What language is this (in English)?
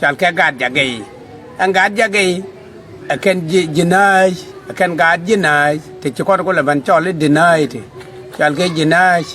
Nuer